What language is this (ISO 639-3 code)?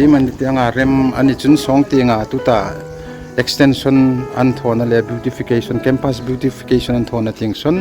hmr